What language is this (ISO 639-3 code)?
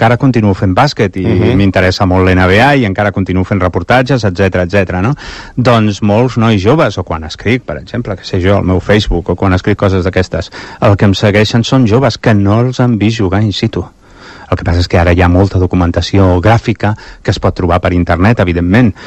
cat